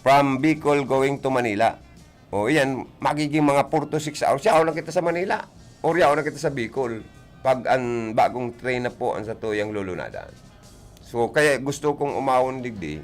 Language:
Bikol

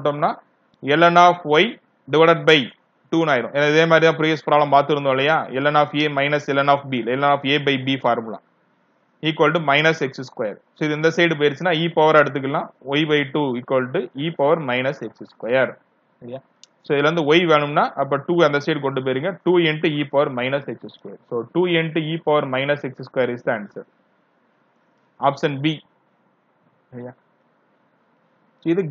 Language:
Tamil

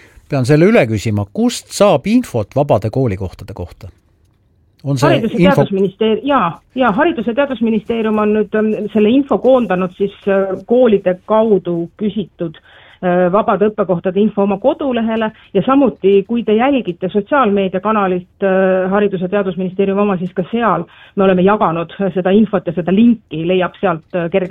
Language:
Estonian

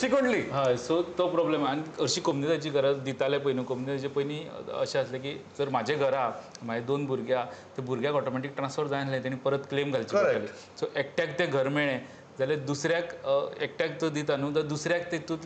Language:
Konkani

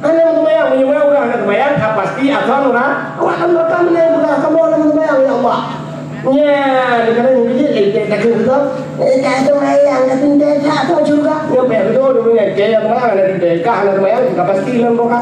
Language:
Achinese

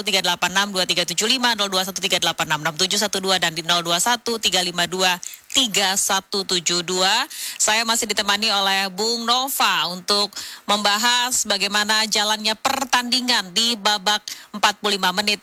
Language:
Indonesian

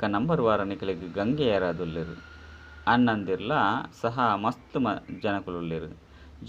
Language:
Tulu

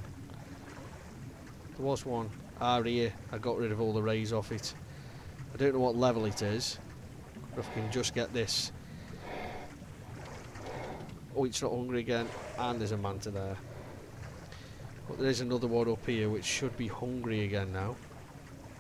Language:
English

